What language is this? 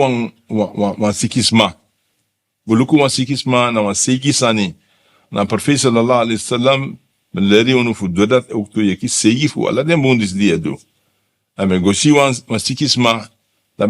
Sranan Tongo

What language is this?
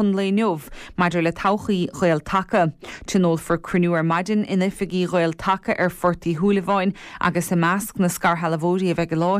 Irish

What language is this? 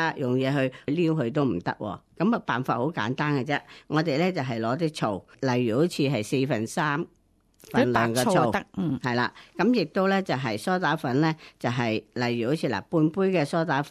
Cantonese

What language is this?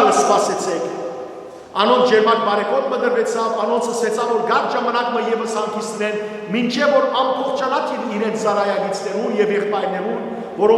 Western Armenian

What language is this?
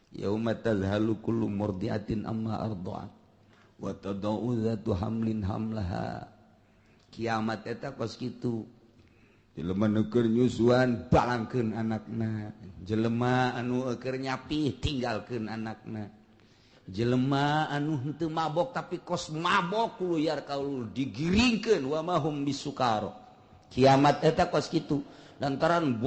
Sundanese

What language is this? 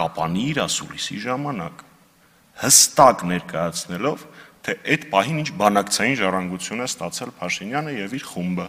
Armenian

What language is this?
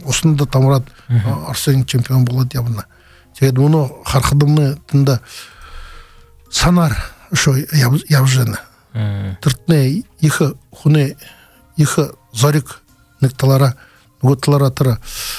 Buriat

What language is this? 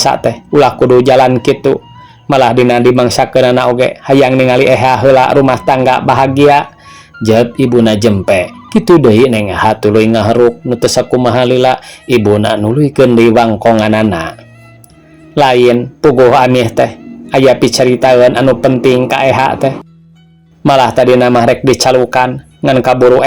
Sundanese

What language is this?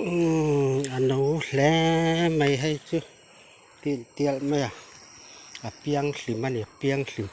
Mizo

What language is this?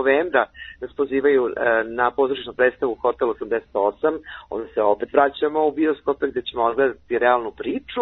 Serbian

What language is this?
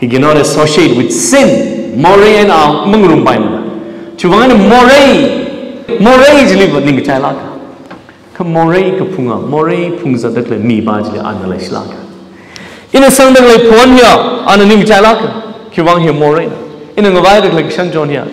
Tangkhul Naga (India)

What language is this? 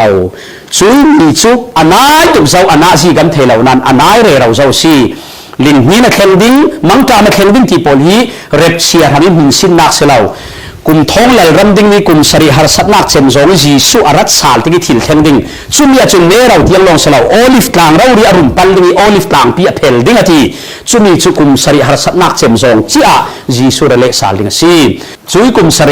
Falam Chin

